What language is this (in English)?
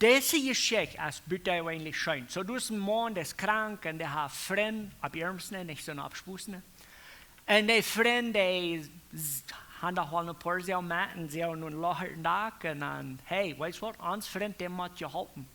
Plautdietsch